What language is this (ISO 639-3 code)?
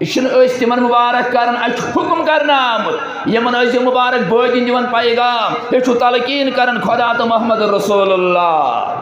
kas